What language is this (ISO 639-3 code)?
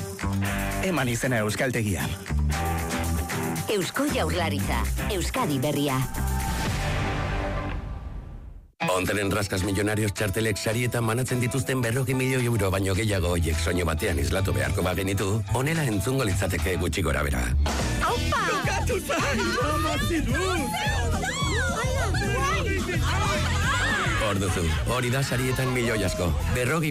eus